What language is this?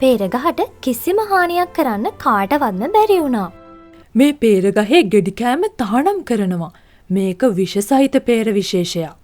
Sinhala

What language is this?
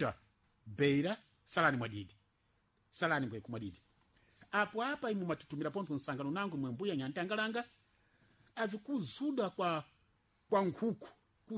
Sena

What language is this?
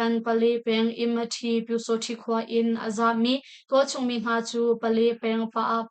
Hakha Chin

